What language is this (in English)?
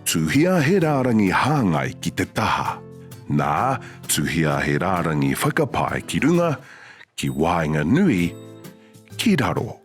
Māori